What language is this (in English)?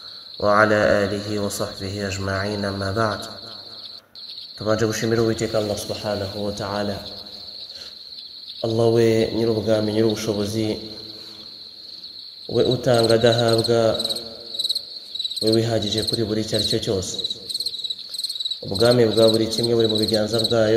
Kinyarwanda